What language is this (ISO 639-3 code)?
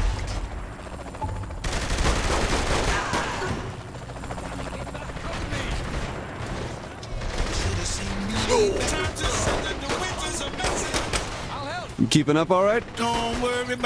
eng